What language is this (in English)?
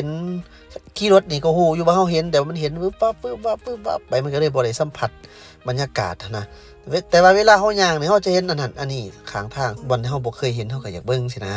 Lao